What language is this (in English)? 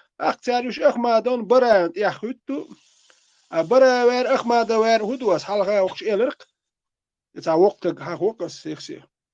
Chechen